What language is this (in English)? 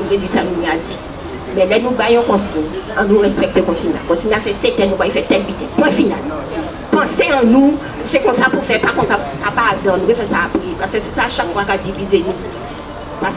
Guadeloupean Creole French